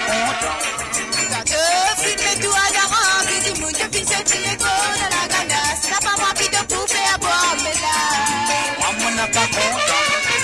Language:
Morisyen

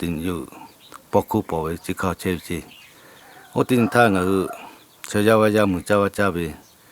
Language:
Lahu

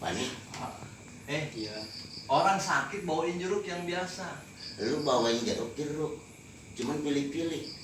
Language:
Betawi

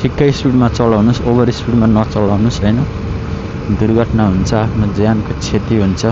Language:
Nepali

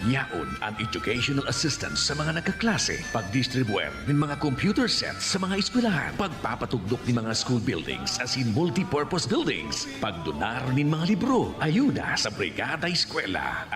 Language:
Bikol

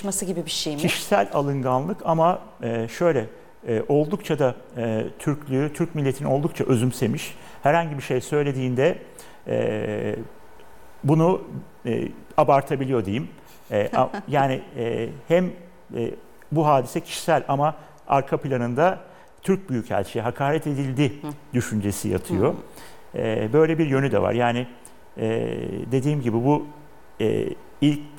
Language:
Turkish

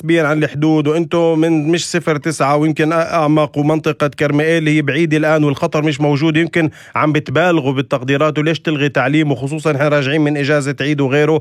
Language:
North Levantine Arabic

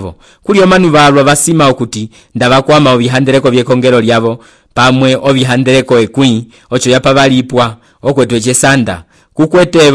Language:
Umbundu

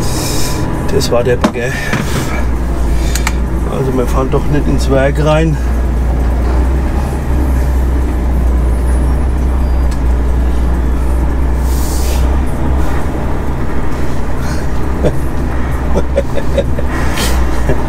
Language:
German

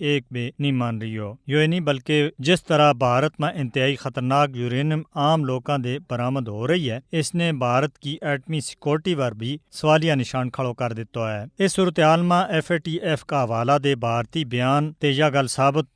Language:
Gujari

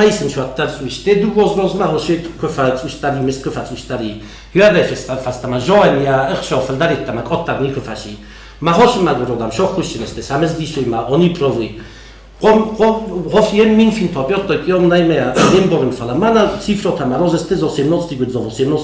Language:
Ossetic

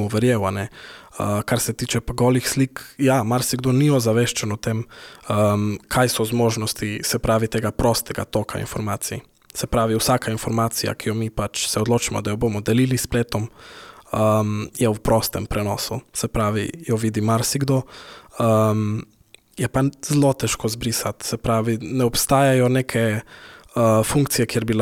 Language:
Slovenian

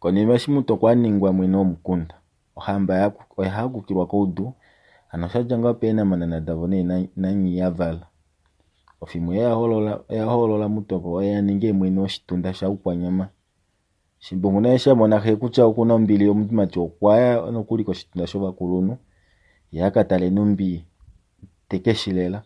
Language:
Kuanyama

